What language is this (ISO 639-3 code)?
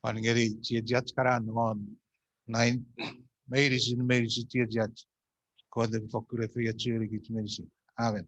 chk